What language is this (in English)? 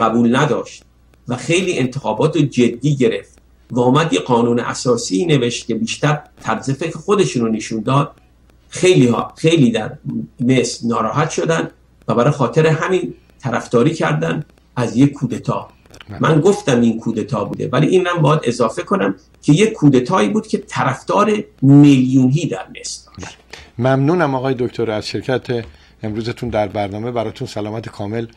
Persian